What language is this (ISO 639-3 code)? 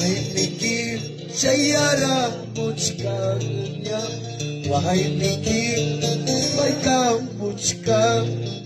quy